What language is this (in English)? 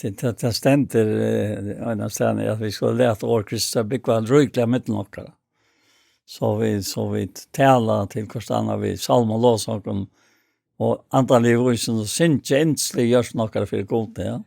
Faroese